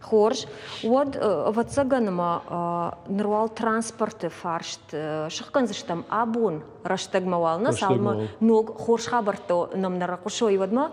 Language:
Ossetic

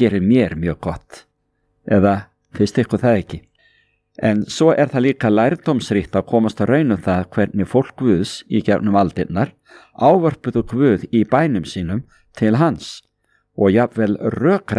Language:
Icelandic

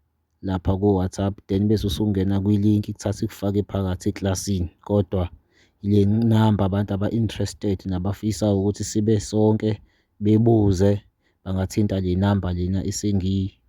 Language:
Zulu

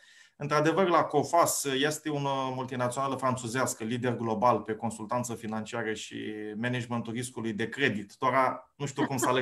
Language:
Aromanian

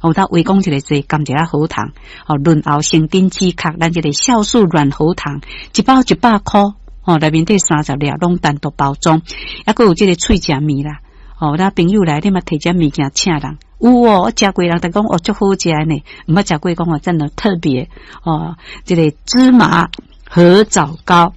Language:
Min Nan Chinese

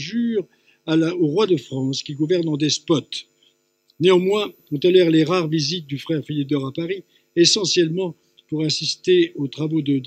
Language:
French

